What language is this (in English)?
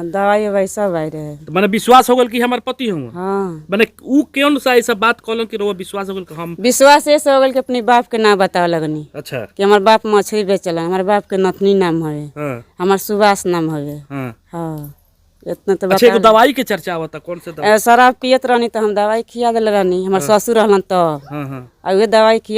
Bhojpuri